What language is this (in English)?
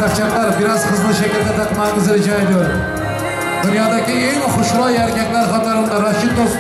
Turkmen